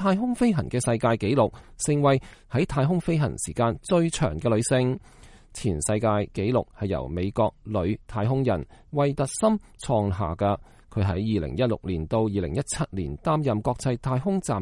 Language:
Cantonese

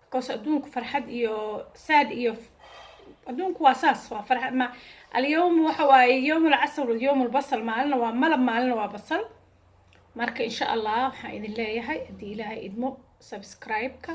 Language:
Somali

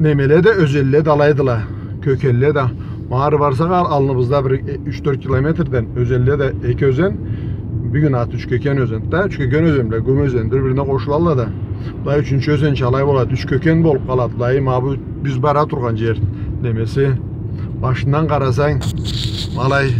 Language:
Karachay-Balkar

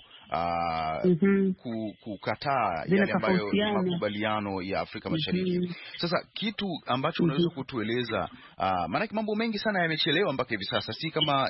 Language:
Swahili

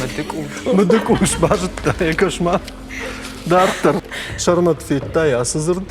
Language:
Ossetic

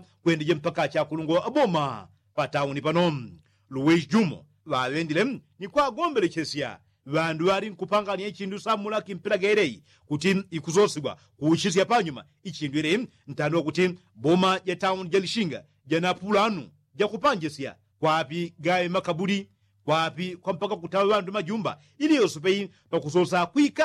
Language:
Yao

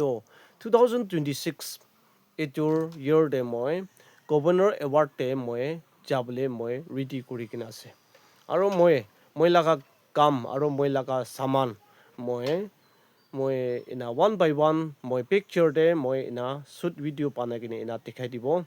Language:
Naga Pidgin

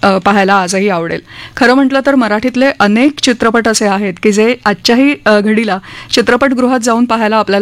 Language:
Marathi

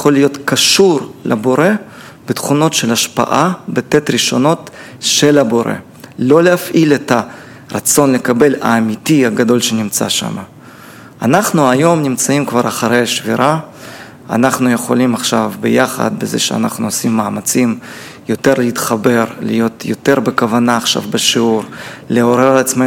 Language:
Hebrew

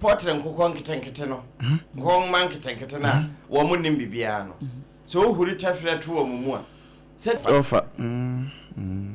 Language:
Akan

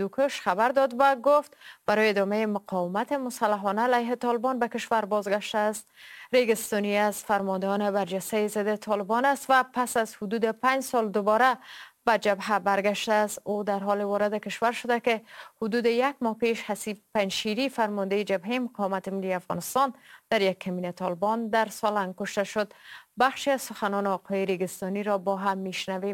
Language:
Persian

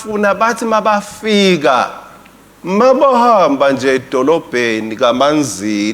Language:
Swati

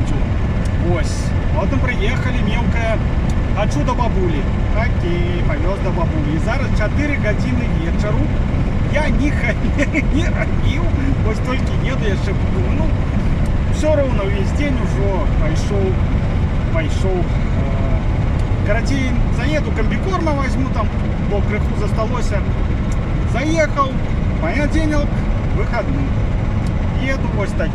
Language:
Belarusian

